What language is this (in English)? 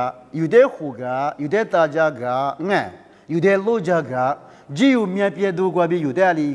Lisu